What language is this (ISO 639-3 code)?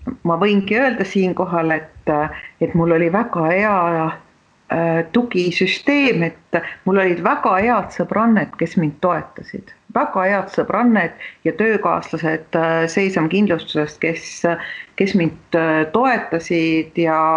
est